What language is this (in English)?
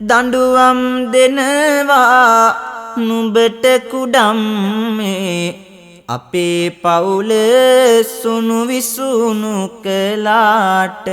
Sinhala